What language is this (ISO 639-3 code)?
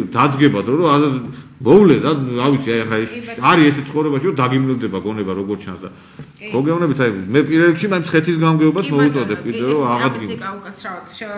kat